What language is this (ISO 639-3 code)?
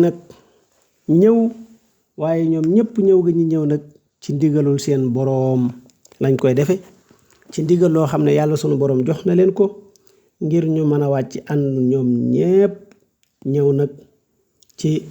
wol